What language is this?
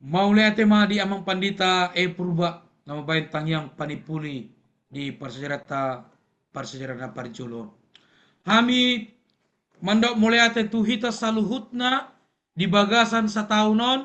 Batak Toba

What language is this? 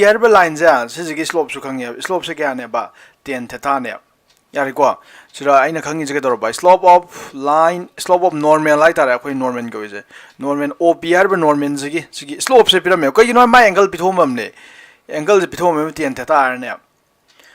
Manipuri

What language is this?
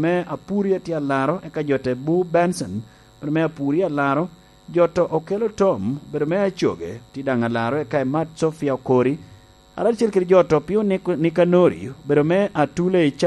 Lango (Uganda)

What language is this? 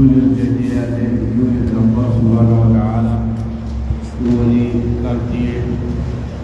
Pular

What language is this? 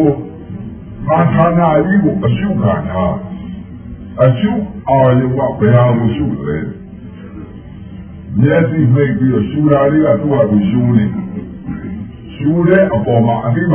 Burmese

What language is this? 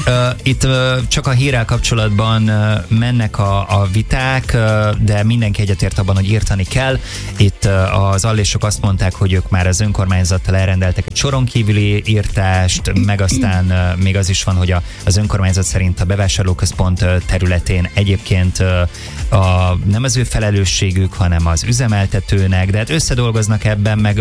Hungarian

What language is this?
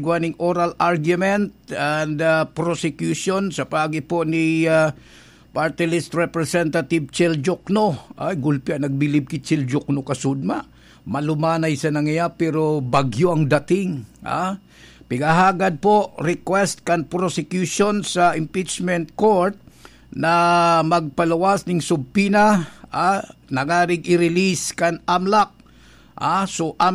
Bikol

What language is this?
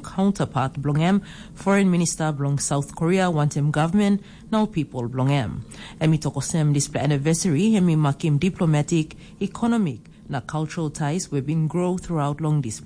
Tok Pisin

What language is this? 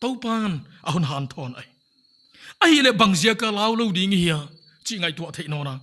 Paite Chin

